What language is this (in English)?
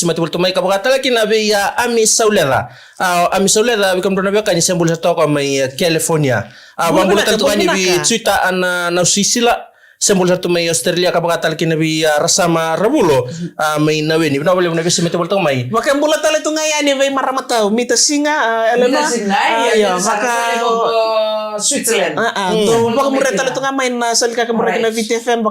Fijian